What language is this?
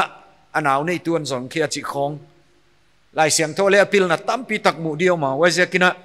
Paite Chin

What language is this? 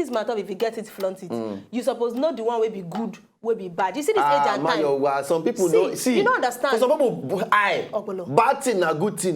Nigerian Pidgin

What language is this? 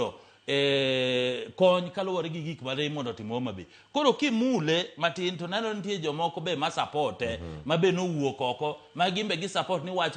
Luo (Kenya and Tanzania)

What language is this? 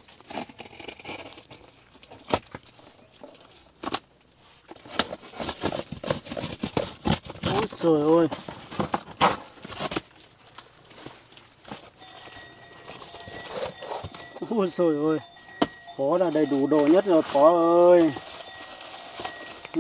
Vietnamese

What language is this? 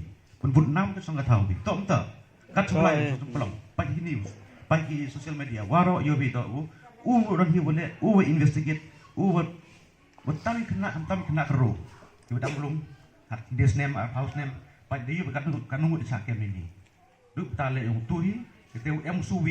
Khasi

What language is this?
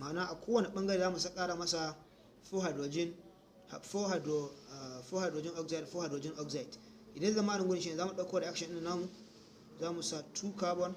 Hausa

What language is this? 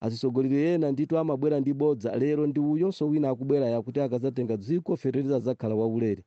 Nyanja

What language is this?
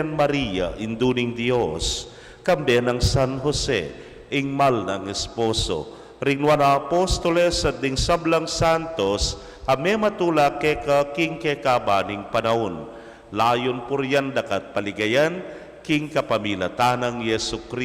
Pampanga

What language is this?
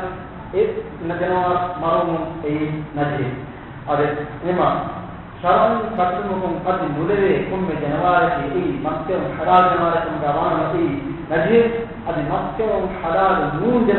Divehi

